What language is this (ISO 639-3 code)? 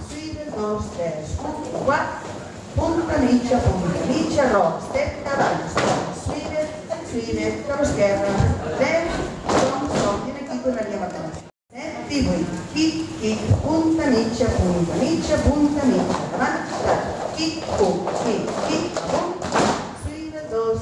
cat